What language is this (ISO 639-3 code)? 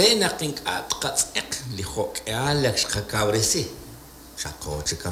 kek